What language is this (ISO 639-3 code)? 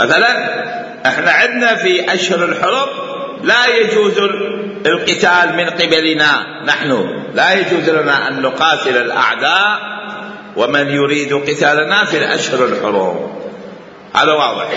acm